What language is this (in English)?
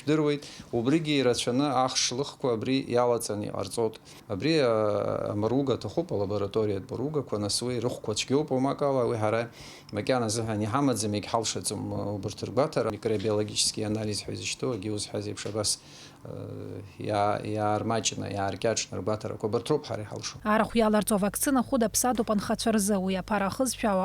Abkhazian